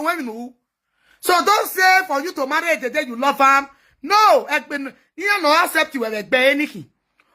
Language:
Nigerian Pidgin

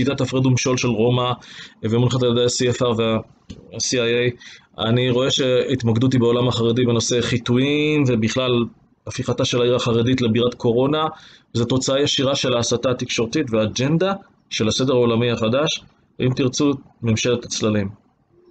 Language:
Hebrew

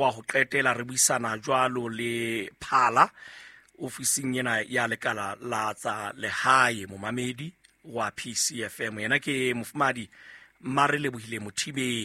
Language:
Southern Sotho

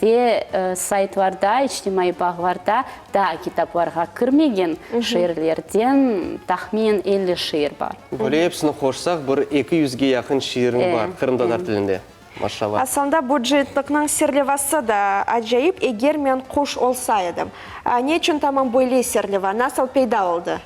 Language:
Crimean Tatar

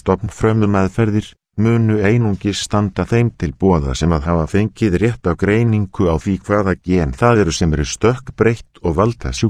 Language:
Icelandic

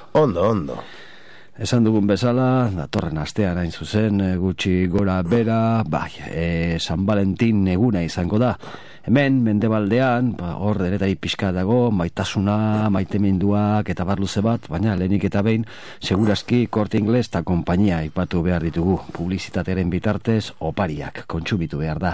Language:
Basque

